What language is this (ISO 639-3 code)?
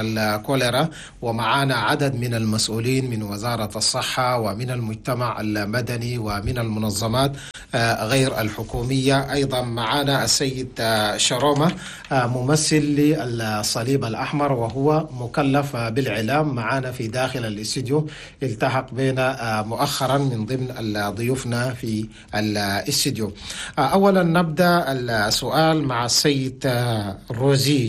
shu